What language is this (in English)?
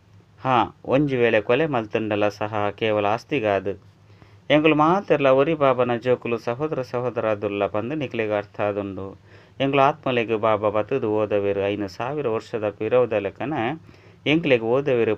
Tulu